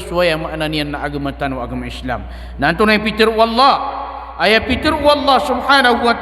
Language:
Maranao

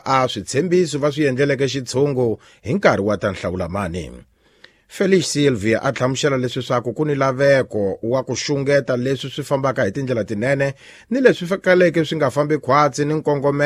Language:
Tsonga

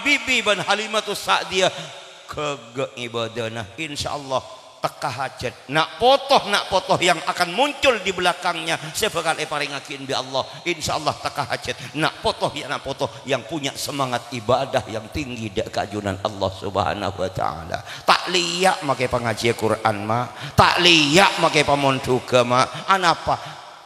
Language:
Madurese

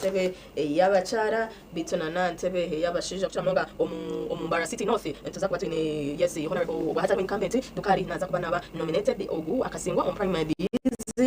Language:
Nyankole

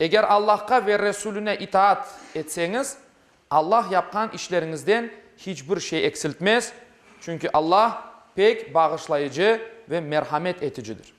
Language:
Crimean Tatar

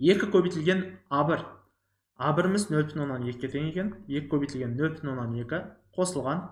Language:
Kazakh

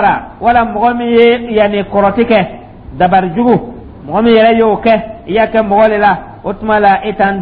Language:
Dyula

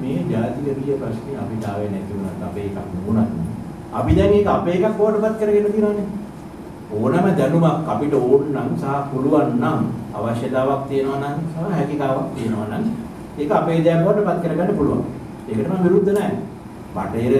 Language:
Sinhala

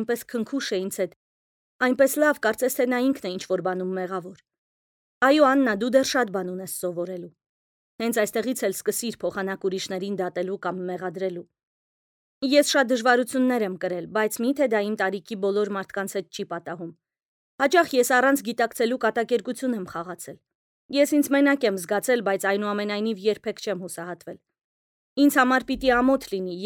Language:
Armenian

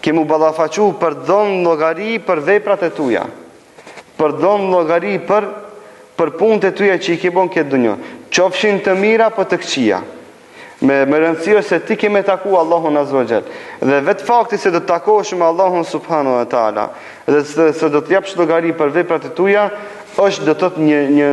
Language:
Albanian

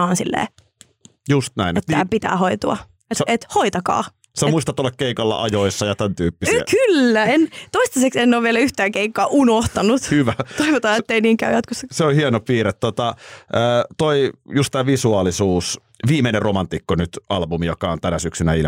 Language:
Finnish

